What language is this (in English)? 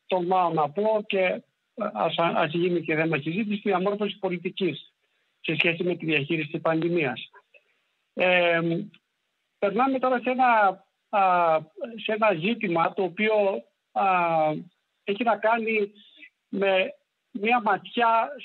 Greek